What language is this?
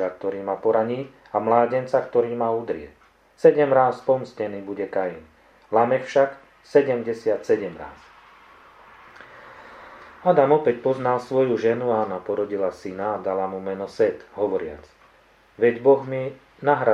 Slovak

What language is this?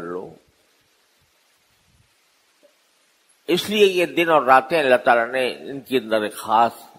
Urdu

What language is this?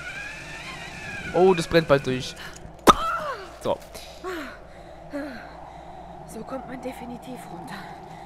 German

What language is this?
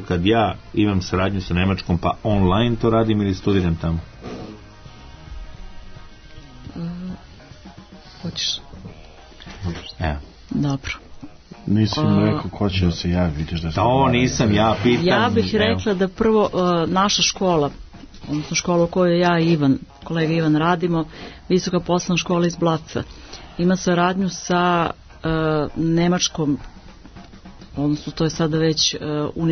Serbian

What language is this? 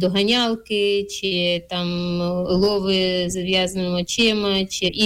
Ukrainian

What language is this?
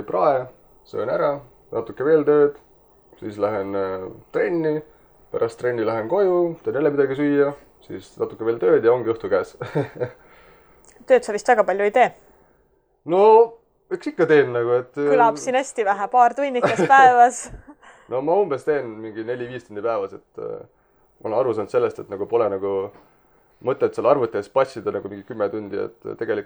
Estonian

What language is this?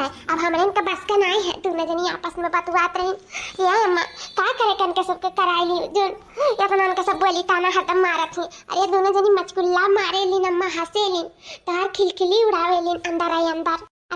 Awadhi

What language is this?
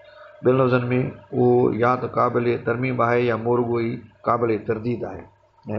Sindhi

